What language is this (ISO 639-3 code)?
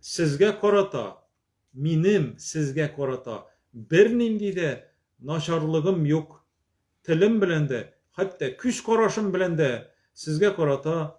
tat